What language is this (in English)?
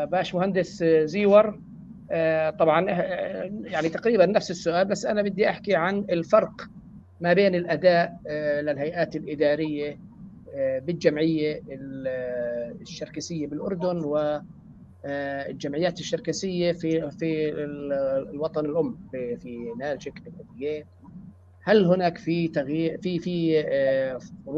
North Levantine Arabic